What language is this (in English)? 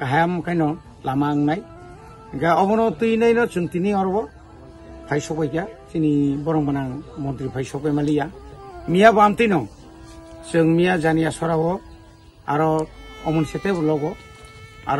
Kok Borok